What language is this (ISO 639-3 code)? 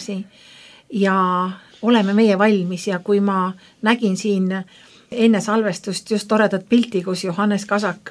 est